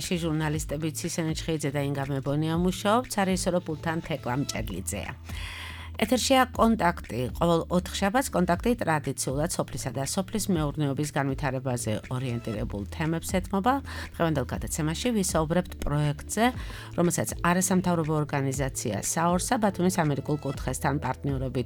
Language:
Georgian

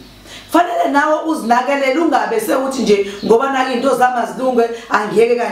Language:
Zulu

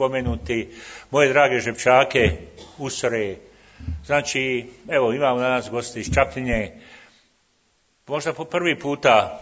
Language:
Croatian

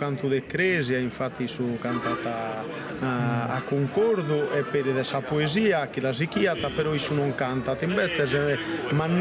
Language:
Sardinian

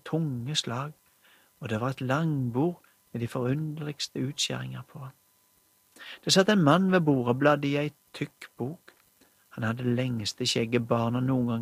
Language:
Norwegian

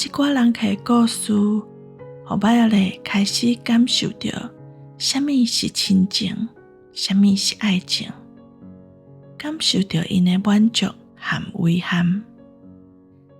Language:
Min Nan Chinese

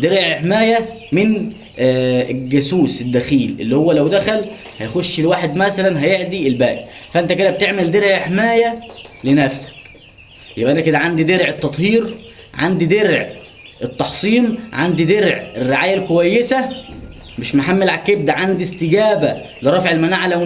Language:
Egyptian Arabic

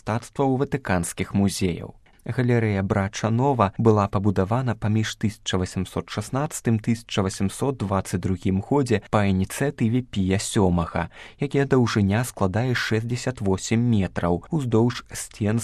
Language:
Belarusian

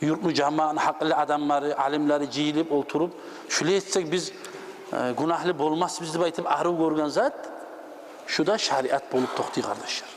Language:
Kumyk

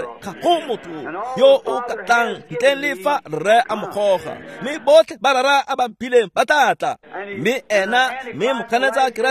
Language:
Tswana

